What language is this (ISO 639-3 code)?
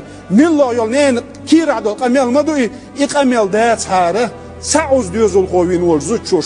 che